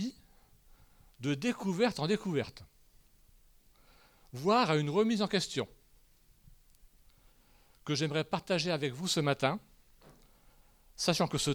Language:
French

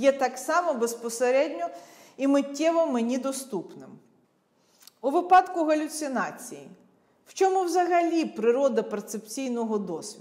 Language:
Ukrainian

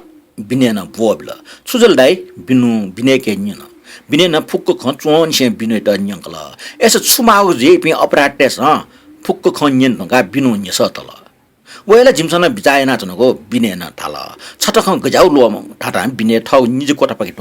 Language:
Newari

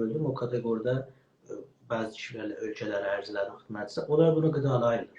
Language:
South Azerbaijani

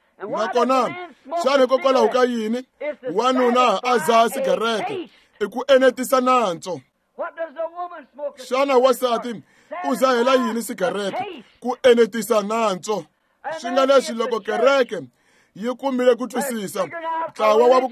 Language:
Tsonga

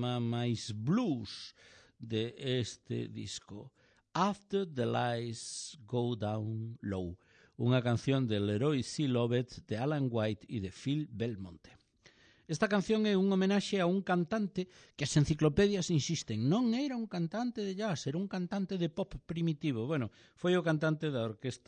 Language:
Galician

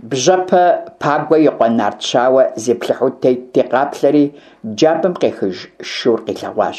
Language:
Kabardian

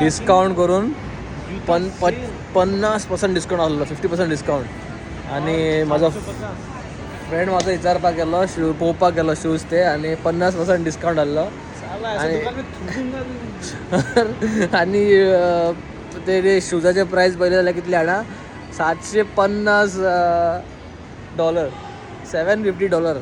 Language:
Konkani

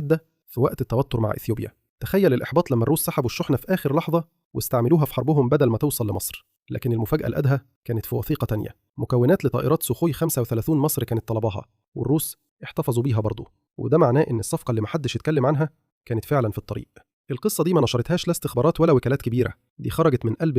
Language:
Egyptian Arabic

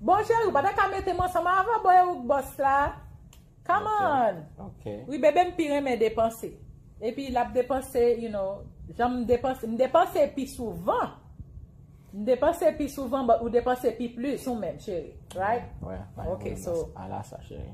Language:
Haitian Creole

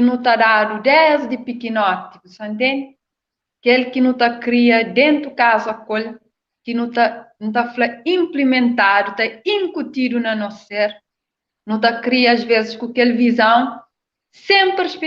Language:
Kabuverdianu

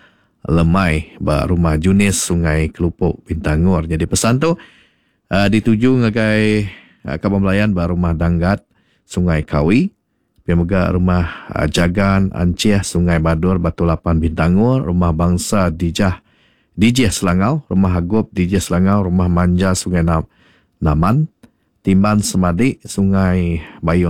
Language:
Iban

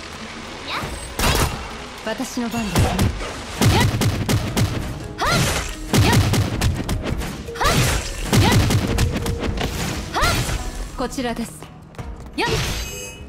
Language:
Japanese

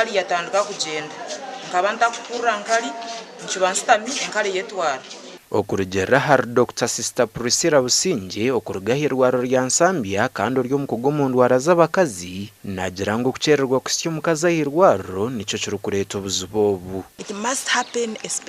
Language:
Nyankole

